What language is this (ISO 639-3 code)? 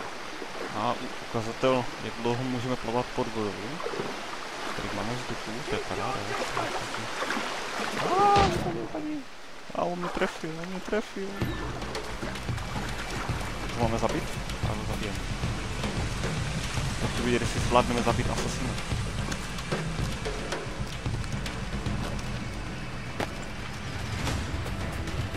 ces